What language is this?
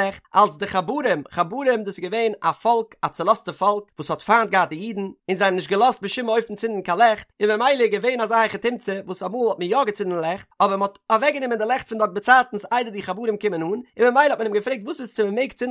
Yiddish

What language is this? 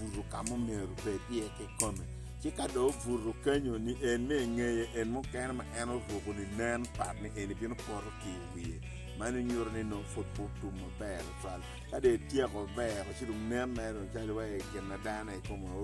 Acoli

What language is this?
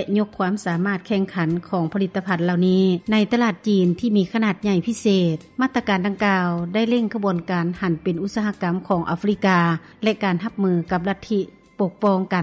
Lao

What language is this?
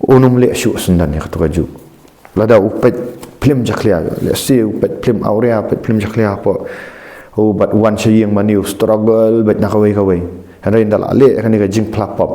Khasi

